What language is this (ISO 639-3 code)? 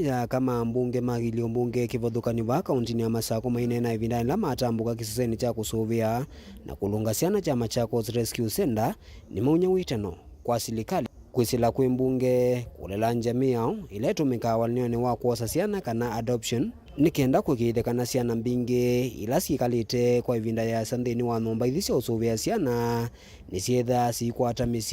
kam